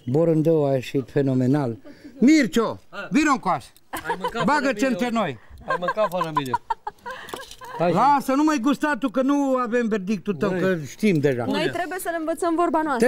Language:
Romanian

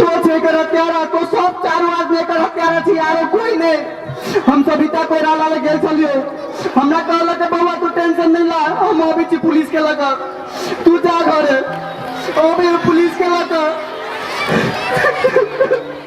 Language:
Maithili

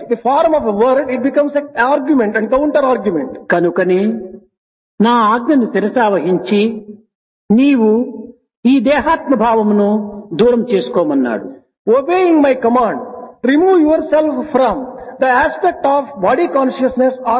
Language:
Telugu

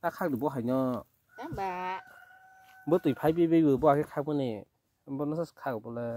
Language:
Kok Borok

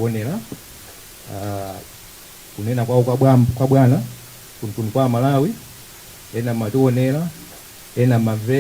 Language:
Nyanja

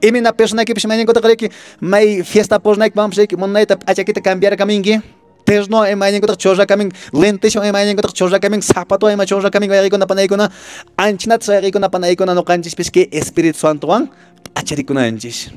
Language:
Quechua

